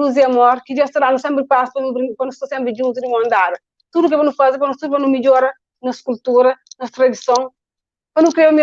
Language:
Kabuverdianu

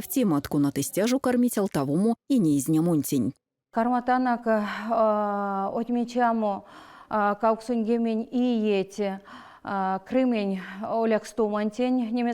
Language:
Erzya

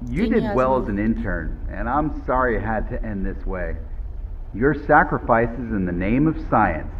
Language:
South Azerbaijani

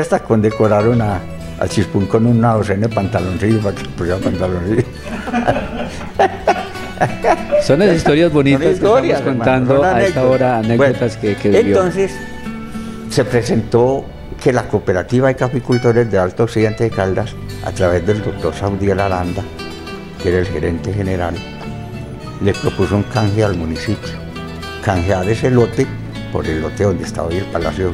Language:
Spanish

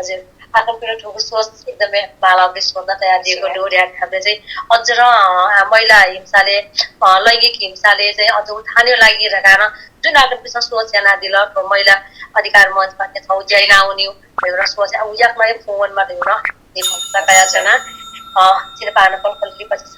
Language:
Newari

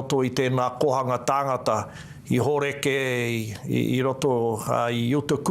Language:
Māori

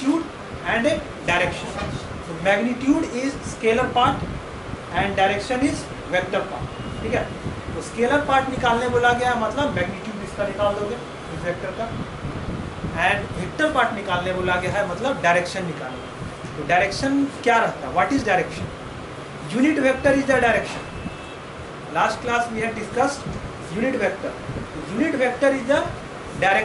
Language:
Hindi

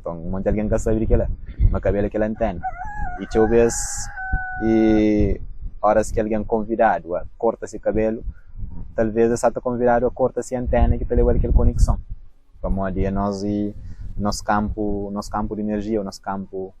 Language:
Kabuverdianu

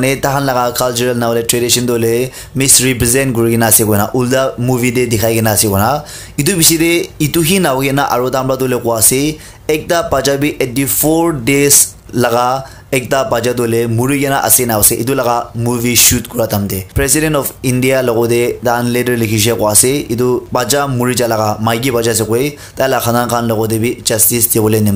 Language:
Naga Pidgin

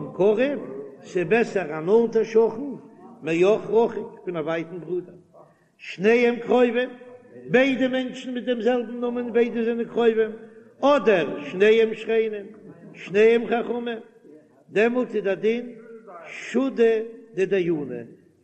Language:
Yiddish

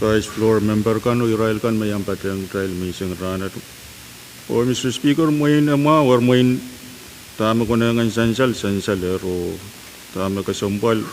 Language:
Pohnpeian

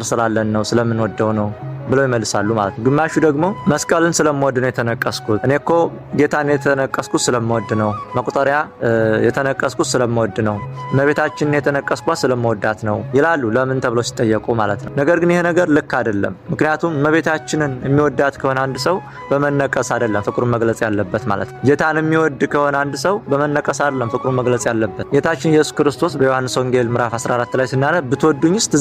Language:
Amharic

